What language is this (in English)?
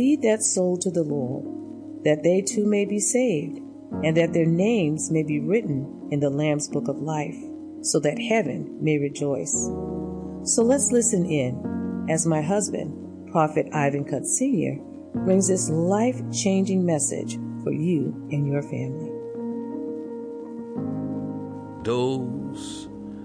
English